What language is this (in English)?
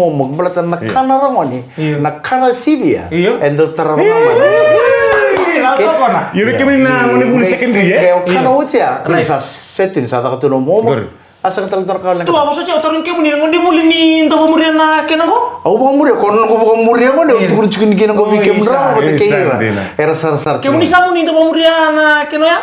Fijian